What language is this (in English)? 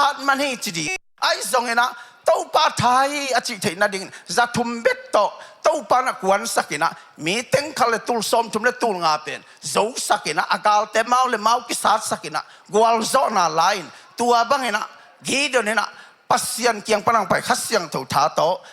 Tedim Chin